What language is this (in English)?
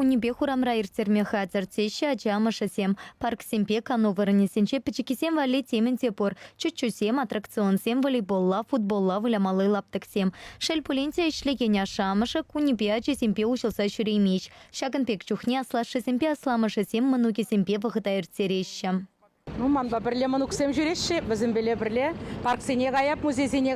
Chuvash